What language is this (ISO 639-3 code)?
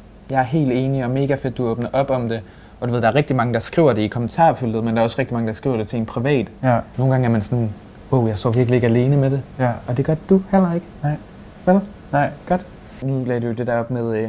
dan